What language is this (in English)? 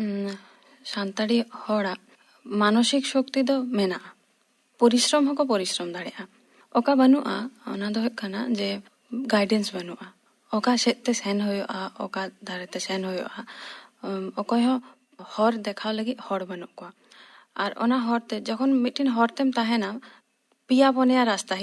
Santali